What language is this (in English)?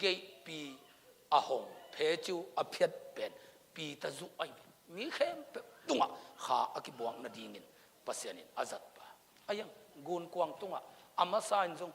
Tedim Chin